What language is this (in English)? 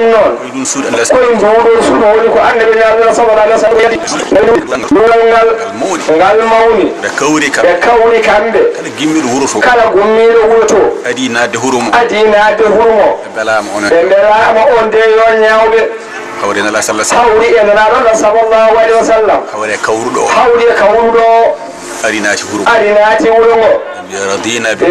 Fula